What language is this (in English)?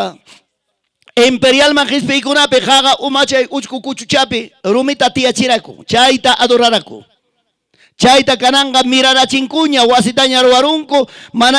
Ayacucho Quechua